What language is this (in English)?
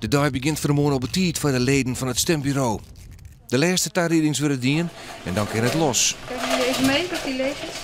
Western Frisian